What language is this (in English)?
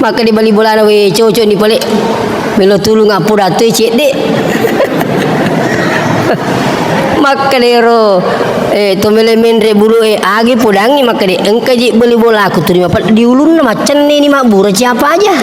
Buginese